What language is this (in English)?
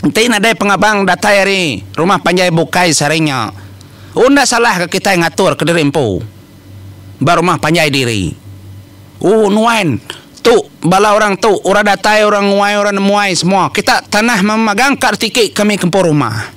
Iban